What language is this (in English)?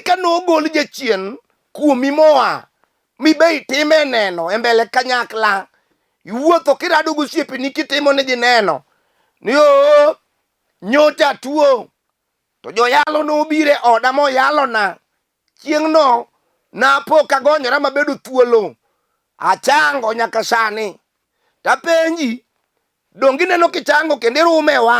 Luo (Kenya and Tanzania)